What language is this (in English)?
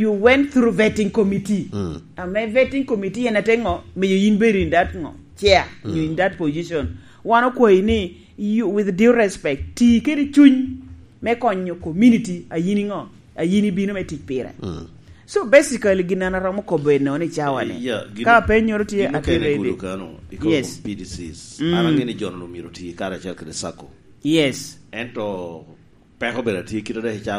Lango (Uganda)